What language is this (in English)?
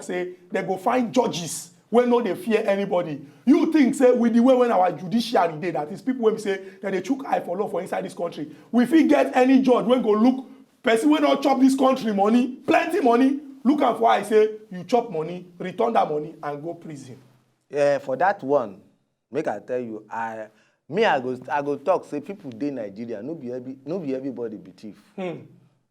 Nigerian Pidgin